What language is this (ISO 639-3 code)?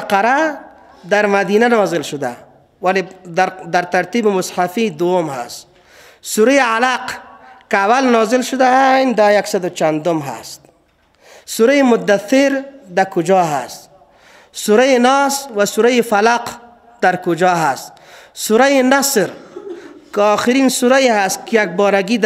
fas